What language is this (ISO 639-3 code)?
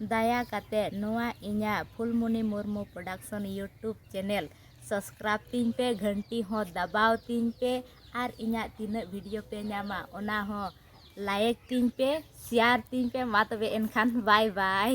sat